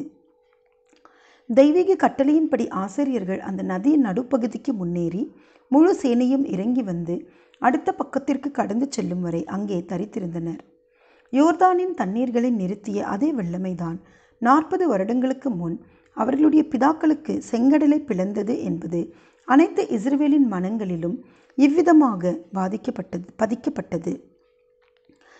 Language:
Tamil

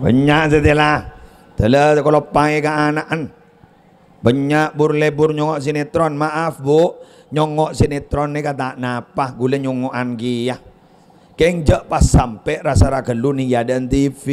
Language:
Madurese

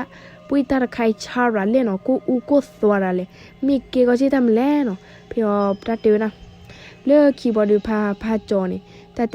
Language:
S'gaw Karen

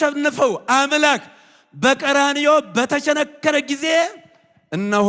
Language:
Amharic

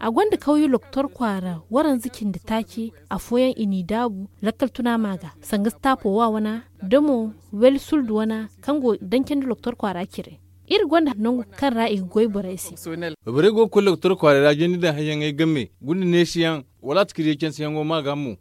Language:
Zarma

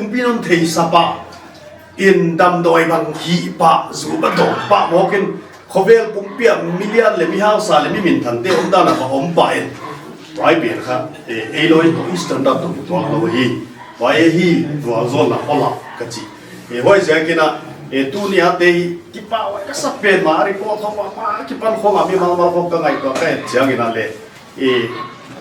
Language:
Paite Chin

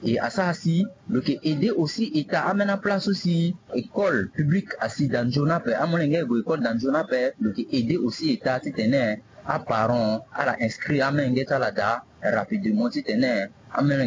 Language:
Sango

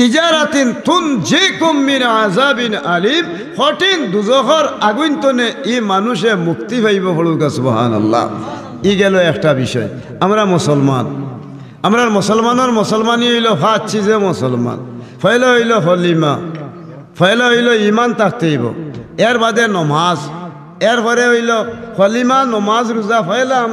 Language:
Sylheti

